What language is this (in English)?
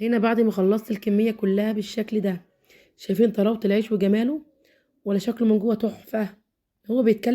Egyptian Arabic